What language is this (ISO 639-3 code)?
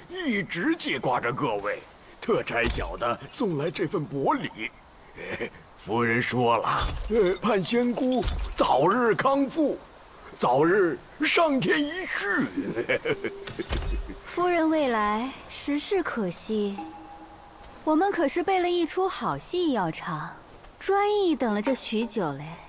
zho